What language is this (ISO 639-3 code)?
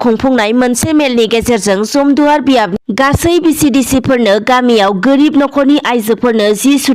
brx